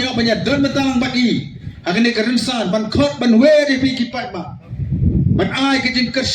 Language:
Khasi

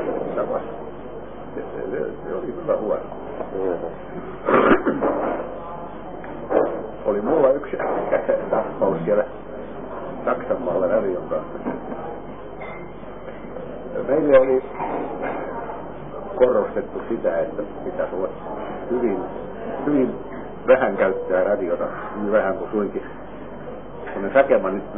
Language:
Finnish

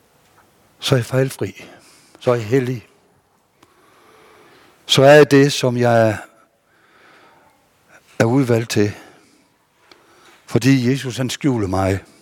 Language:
Danish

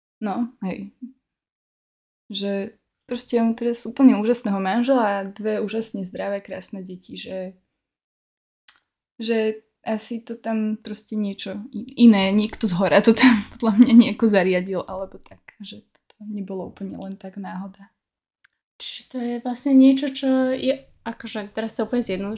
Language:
Slovak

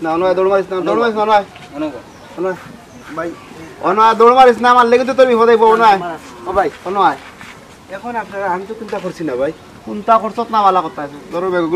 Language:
Sylheti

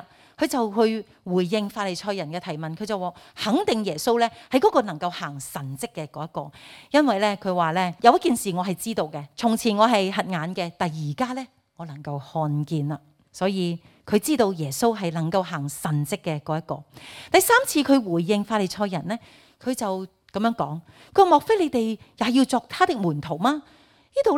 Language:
Cantonese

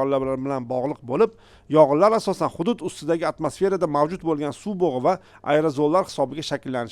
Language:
Uzbek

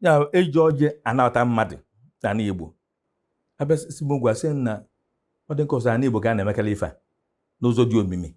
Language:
Igbo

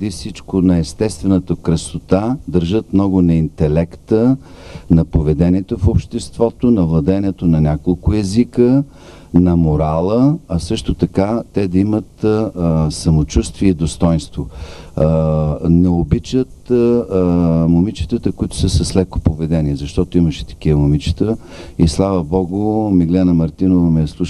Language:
Bulgarian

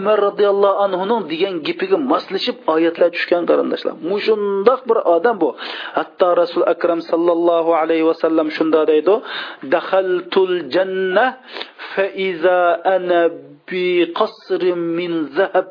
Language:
Uyghur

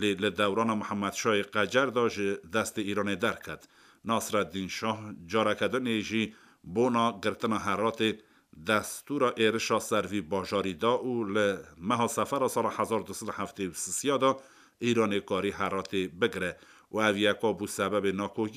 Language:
Kurdish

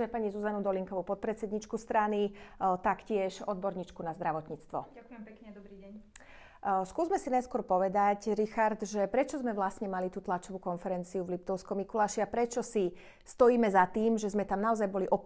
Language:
Slovak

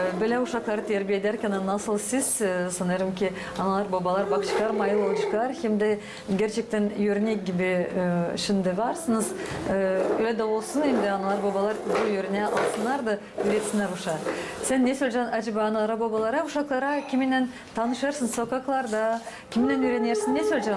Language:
Gagauz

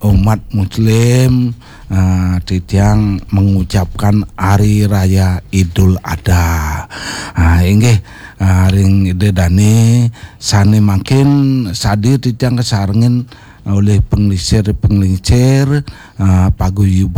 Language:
Balinese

